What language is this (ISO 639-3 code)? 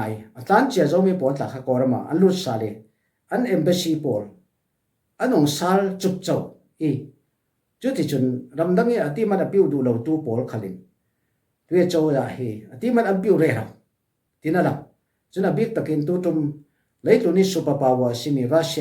cfm